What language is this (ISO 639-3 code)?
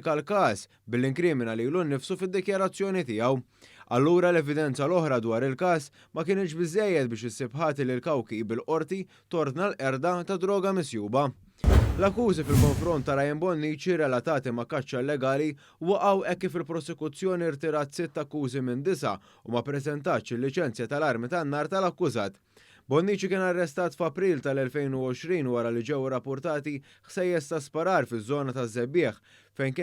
mlt